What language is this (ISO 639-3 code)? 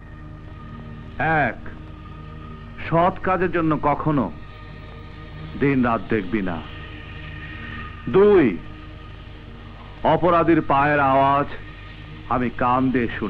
ben